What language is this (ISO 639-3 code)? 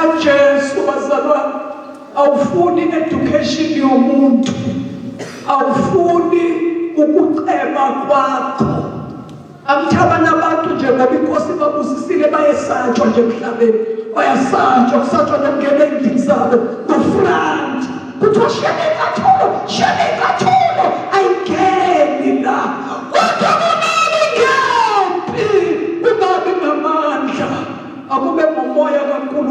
zul